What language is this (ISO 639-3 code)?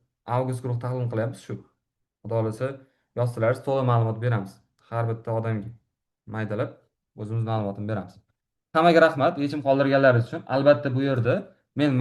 uzb